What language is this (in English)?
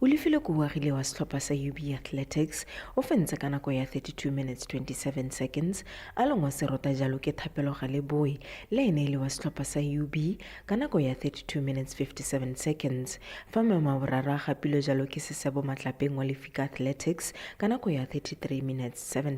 Tswana